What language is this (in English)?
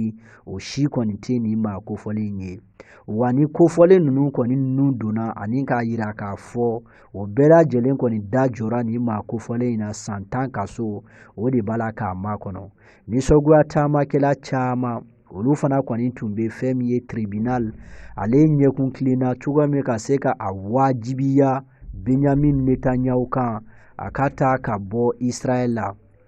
Bambara